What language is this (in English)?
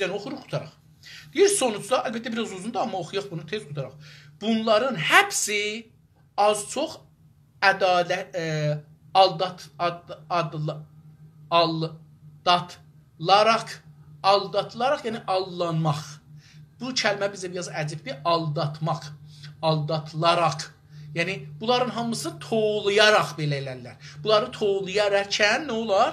South Azerbaijani